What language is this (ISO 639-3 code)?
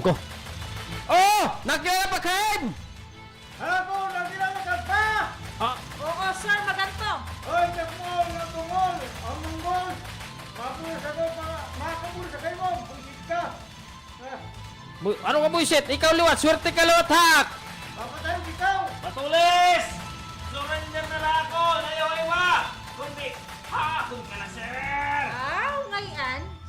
war